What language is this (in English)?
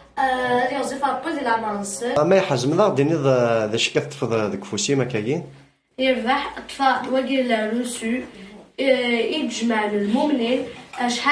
Kabyle